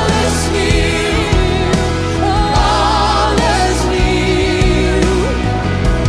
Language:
Dutch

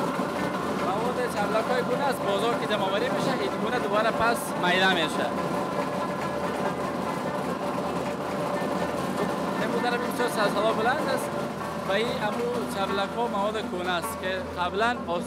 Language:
Persian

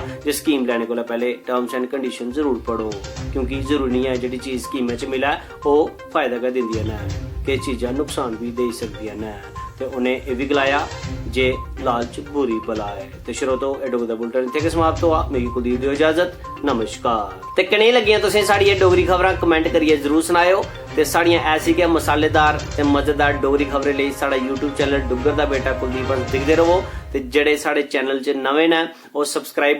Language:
Dogri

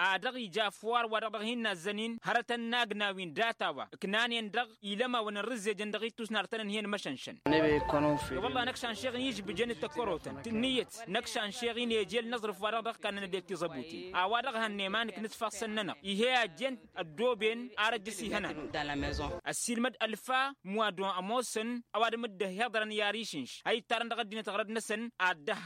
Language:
Tamasheq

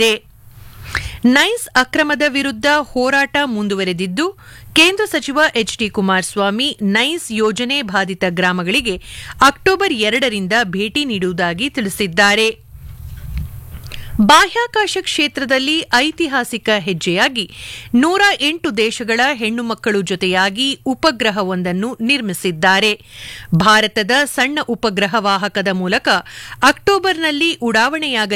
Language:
Kannada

